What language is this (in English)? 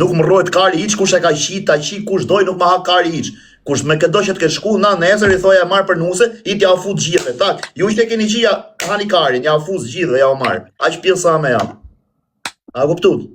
Albanian